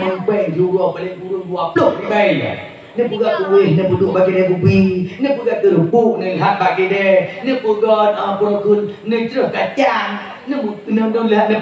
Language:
Achinese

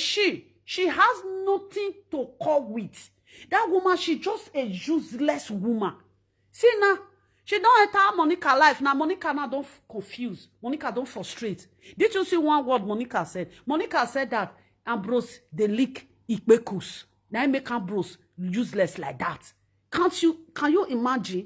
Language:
Nigerian Pidgin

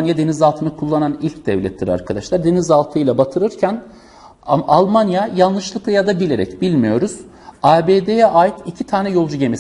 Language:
Turkish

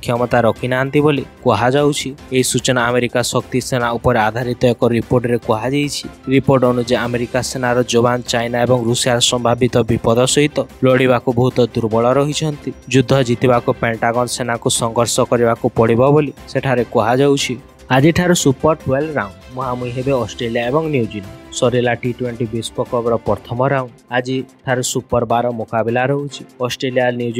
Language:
Odia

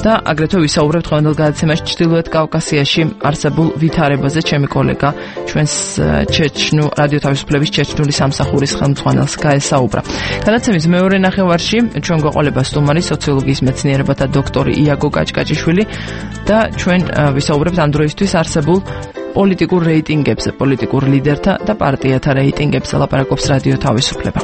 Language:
Georgian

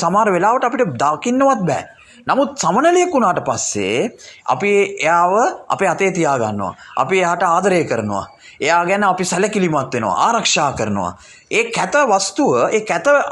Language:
Sinhala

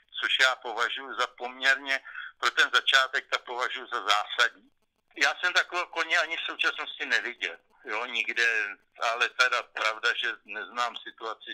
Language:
Czech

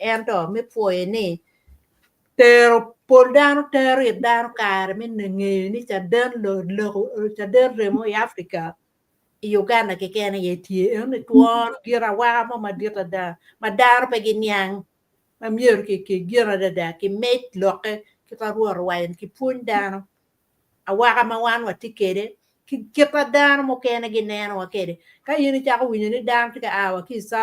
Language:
Acoli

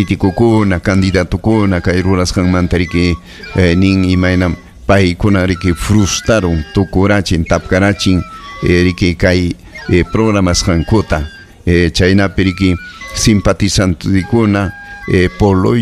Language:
Ayacucho Quechua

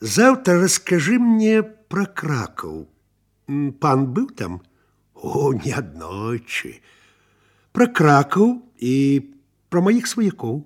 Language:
Belarusian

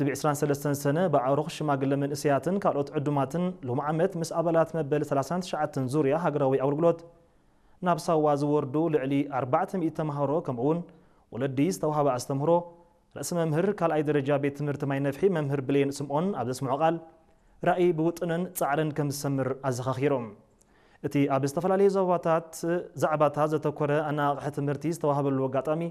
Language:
Tigrinya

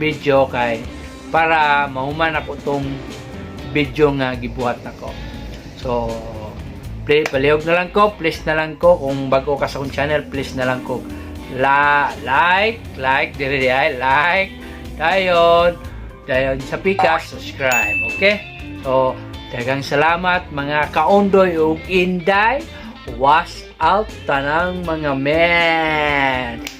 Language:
Cebuano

